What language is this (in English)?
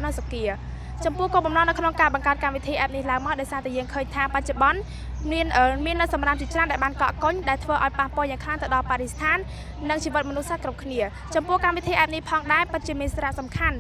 Khmer